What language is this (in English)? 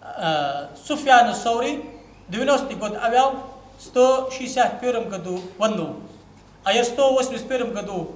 Ingush